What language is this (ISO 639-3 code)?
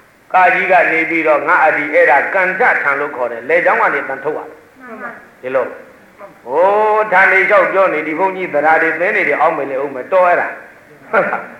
mya